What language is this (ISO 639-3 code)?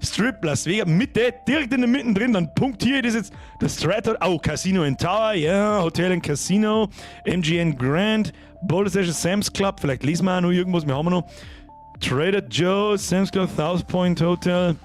bar